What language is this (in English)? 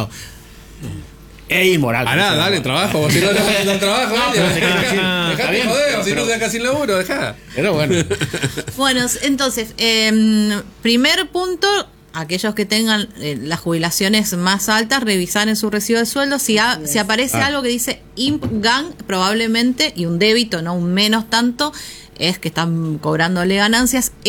Spanish